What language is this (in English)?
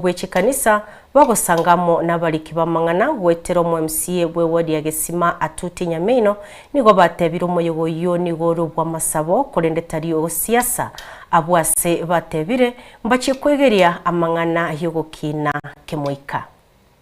Gusii